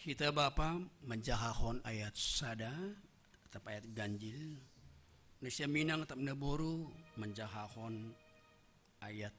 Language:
Batak Simalungun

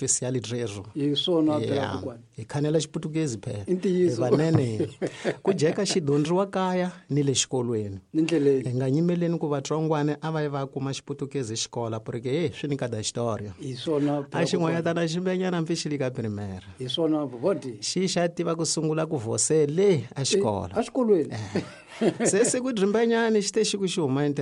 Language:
Tsonga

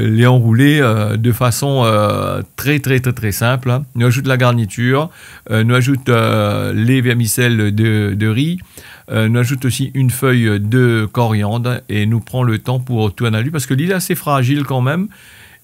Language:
Réunion Creole French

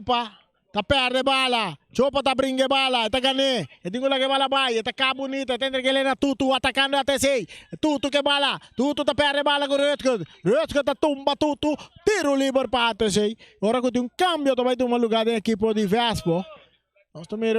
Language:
Papiamento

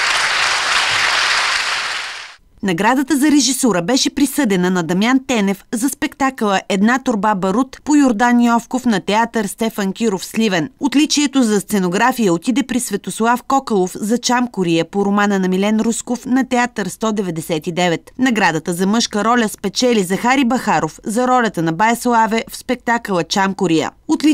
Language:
Bulgarian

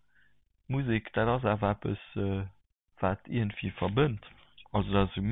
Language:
Luxembourgish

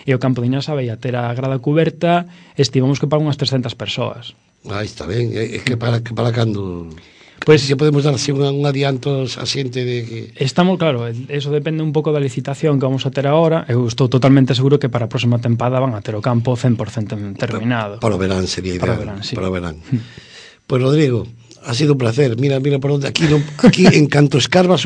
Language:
Galician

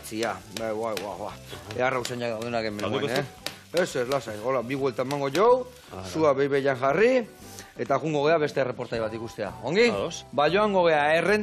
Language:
Basque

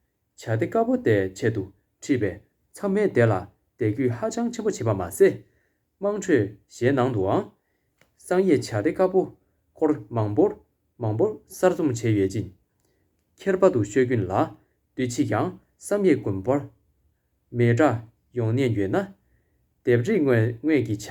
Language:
Tibetan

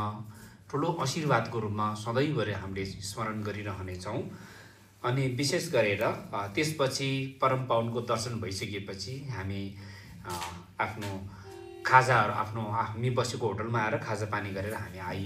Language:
Nepali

